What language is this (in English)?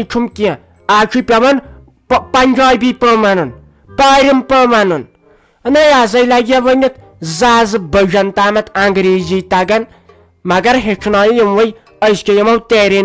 Kashmiri